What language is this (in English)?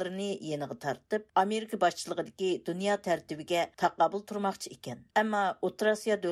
Uyghur